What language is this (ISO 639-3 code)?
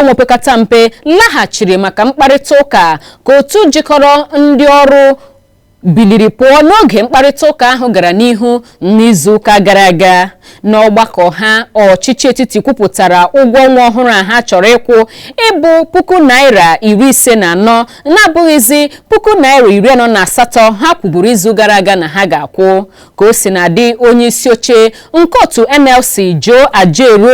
ibo